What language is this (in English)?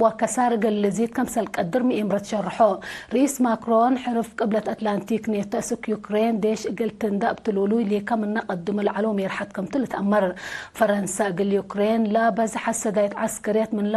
Tigre